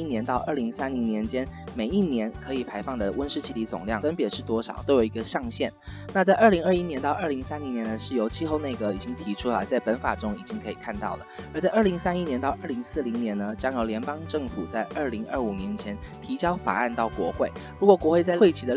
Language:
Chinese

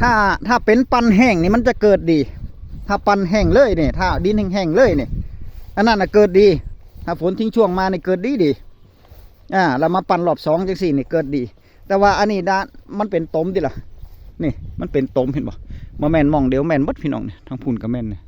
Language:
Northeastern Thai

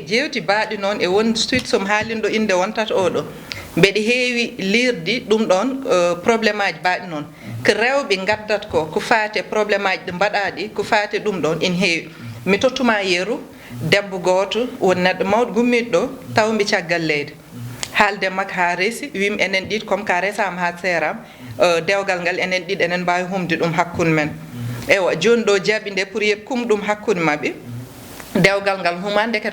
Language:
Fula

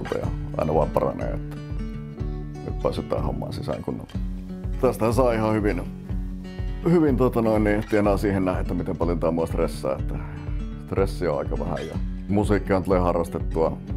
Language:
Finnish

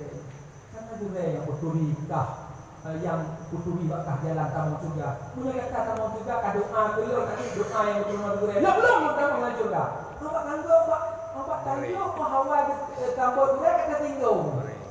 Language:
Achinese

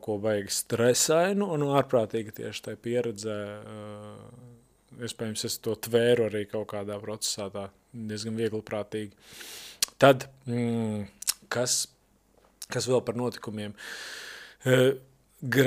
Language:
Latvian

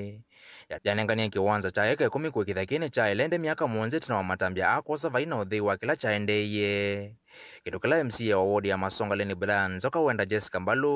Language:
Kamba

